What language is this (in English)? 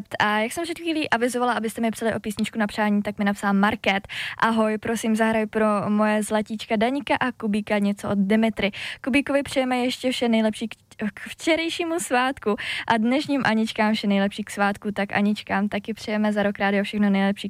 Czech